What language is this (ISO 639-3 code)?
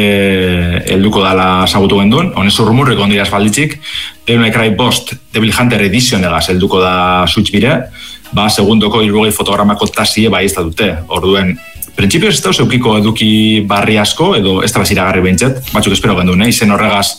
eus